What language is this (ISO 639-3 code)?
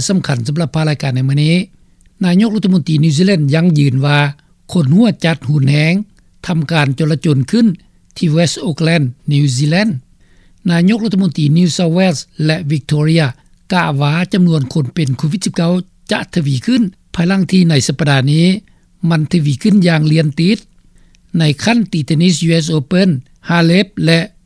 lao